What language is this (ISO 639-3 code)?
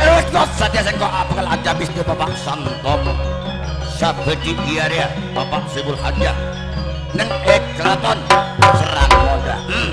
mad